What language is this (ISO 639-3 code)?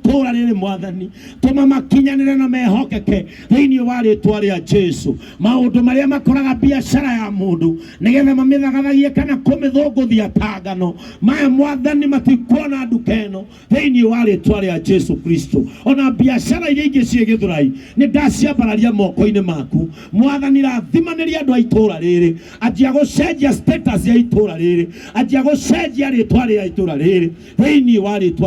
kik